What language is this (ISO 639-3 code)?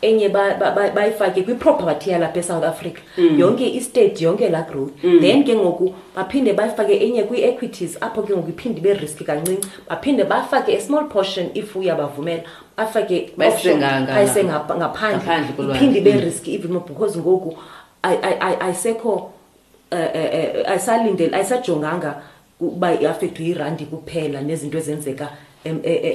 xho